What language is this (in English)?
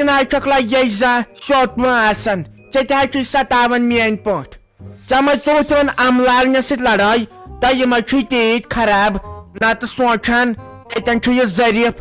Kashmiri